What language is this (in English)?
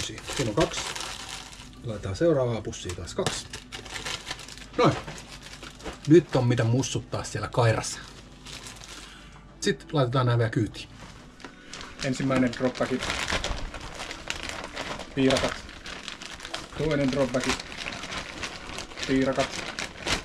Finnish